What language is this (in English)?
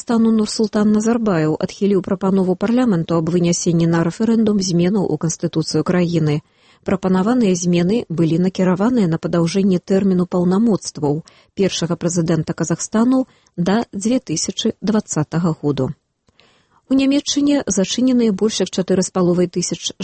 Belarusian